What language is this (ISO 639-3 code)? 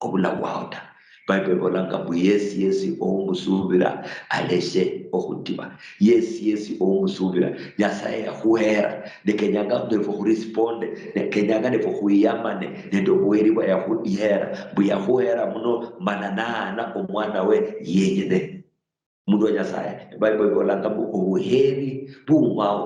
luy